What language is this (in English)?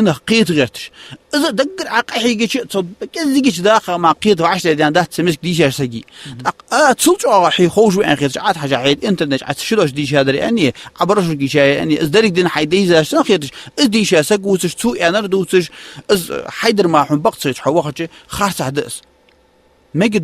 Ingush